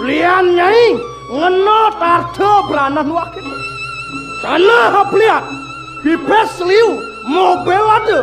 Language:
Balinese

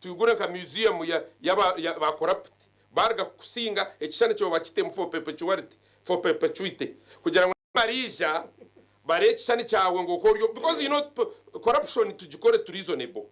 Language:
Nyankole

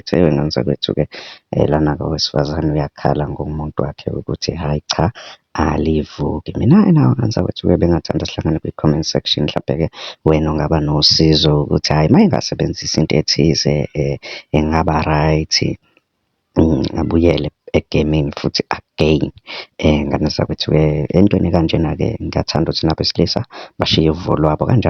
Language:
Zulu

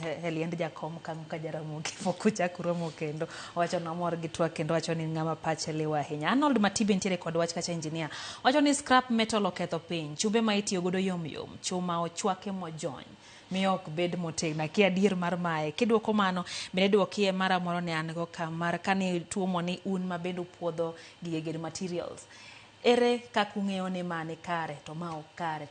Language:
Luo (Kenya and Tanzania)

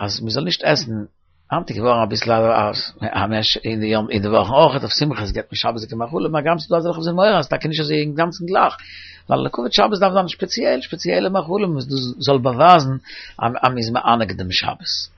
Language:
Yiddish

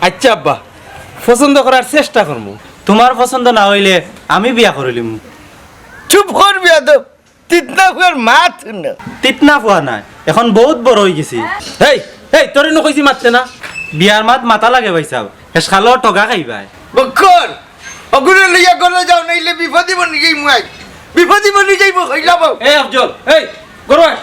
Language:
Sylheti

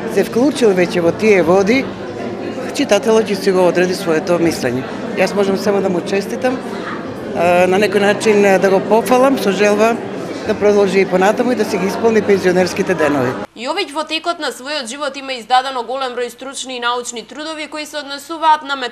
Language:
Macedonian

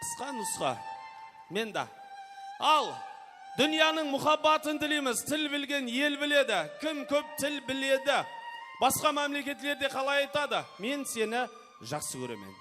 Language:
Kara-Kalpak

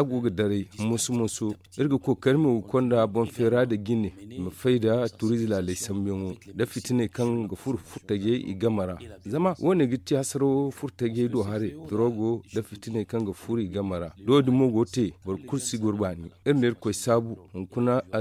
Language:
Zarma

